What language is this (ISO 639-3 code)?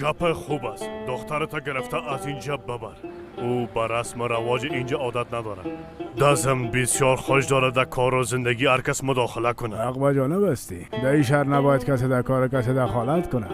fas